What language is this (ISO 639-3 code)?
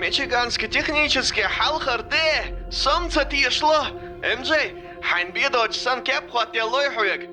che